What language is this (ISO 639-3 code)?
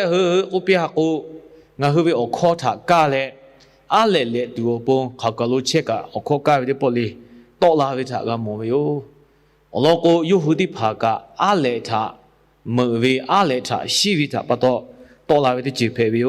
lhu